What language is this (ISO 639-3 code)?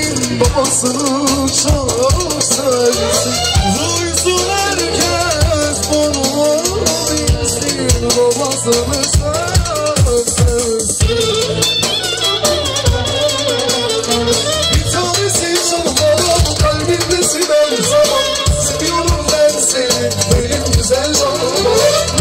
tur